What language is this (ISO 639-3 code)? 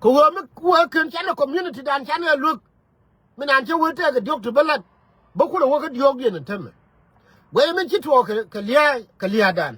nus